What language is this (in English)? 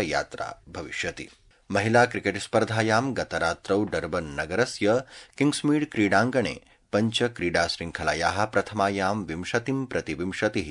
Sanskrit